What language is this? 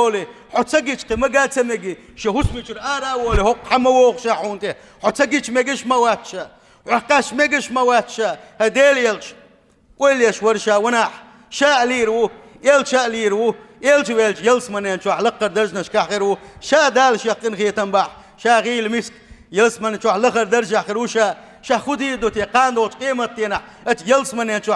Chechen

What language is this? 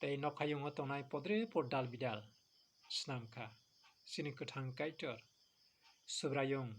Kok Borok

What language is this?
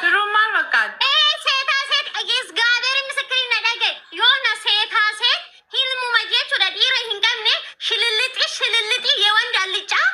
Oromo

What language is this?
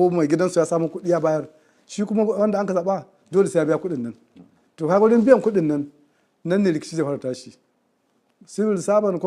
Hausa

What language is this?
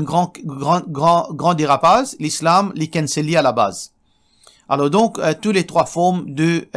Morisyen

